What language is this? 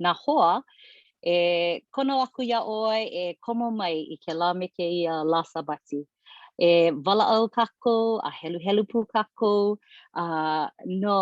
Hawaiian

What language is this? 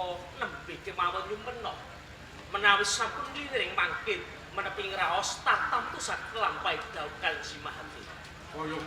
Javanese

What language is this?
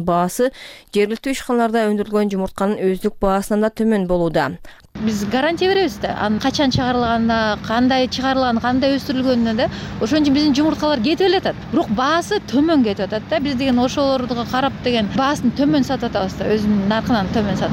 Kyrgyz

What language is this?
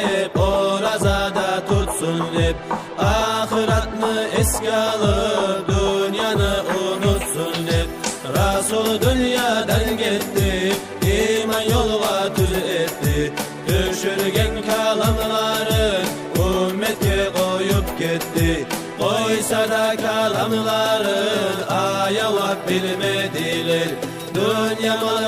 Kumyk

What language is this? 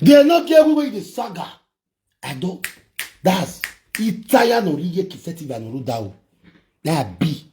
Nigerian Pidgin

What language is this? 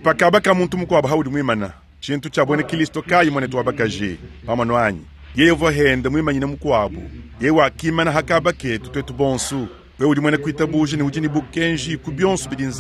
Luba-Lulua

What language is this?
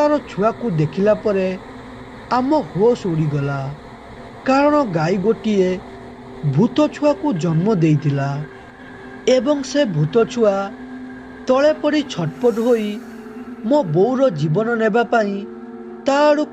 Odia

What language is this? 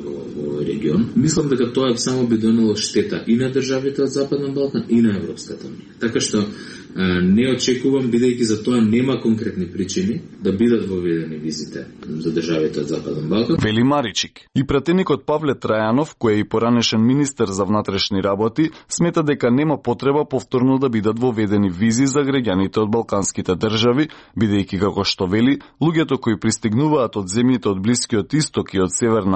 Macedonian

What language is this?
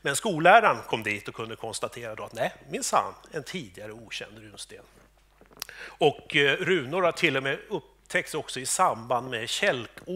Swedish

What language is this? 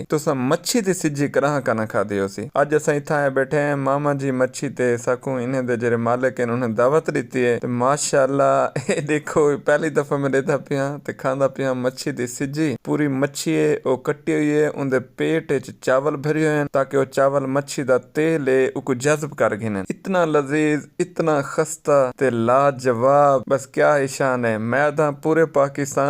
Saraiki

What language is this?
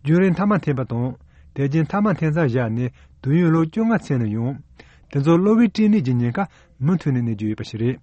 Tibetan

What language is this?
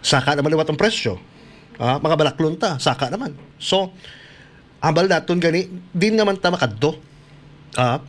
Hiligaynon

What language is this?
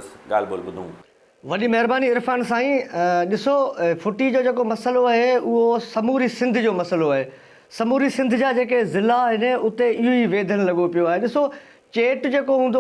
Sindhi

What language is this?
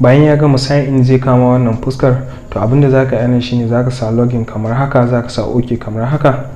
Hausa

